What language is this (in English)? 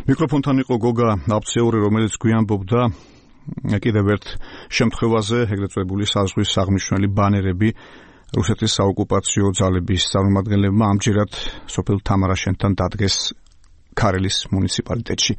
Georgian